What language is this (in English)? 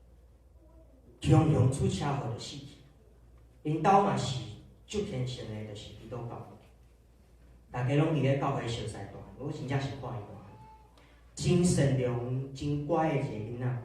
Min Nan Chinese